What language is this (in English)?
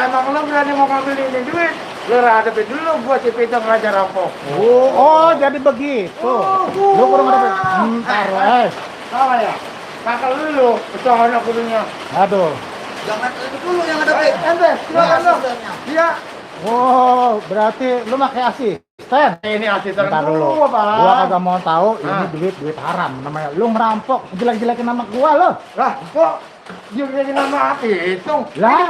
Betawi